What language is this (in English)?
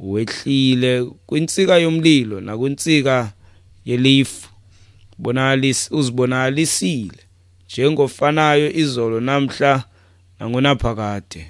Xhosa